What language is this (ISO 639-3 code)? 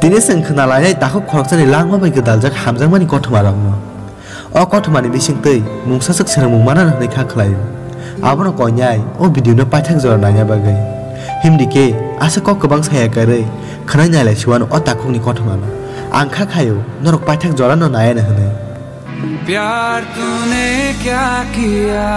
trp